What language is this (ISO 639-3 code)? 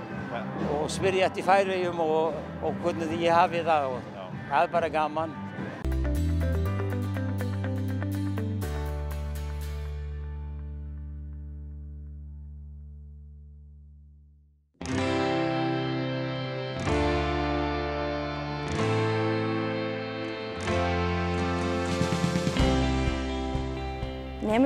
isl